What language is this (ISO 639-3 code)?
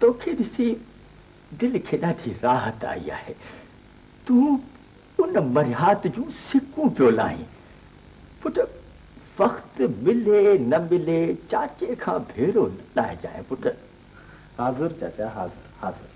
snd